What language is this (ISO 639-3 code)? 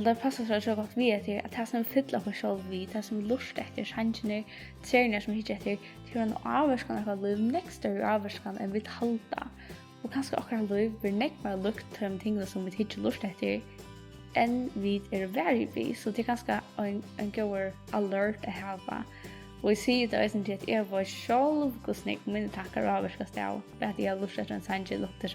fao